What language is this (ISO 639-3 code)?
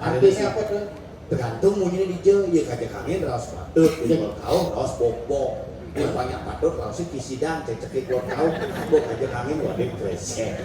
ban